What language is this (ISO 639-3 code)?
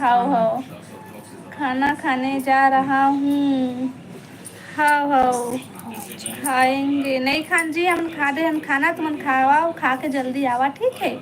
hne